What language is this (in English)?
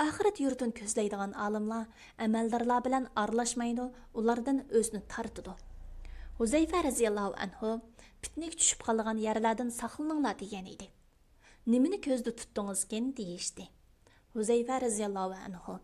Uyghur